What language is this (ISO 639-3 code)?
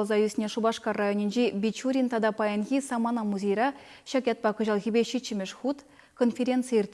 chv